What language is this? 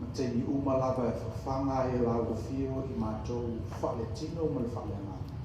Samoan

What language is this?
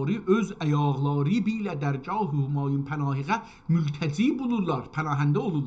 South Azerbaijani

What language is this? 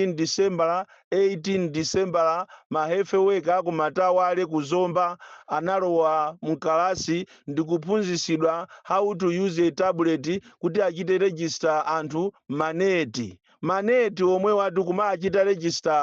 Nyanja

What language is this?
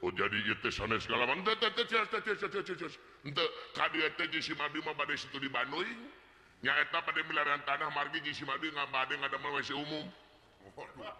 Sundanese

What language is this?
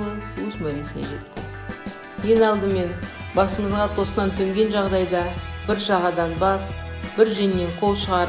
Kazakh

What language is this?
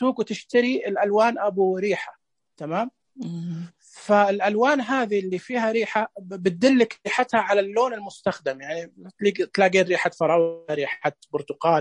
Najdi Arabic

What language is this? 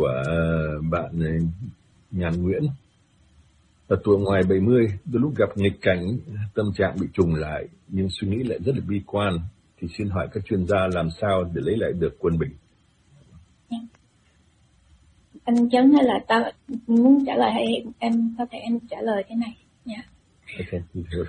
Vietnamese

